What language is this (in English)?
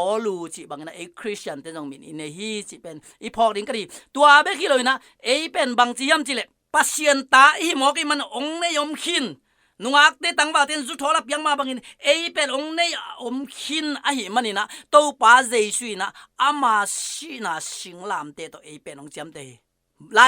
Tedim Chin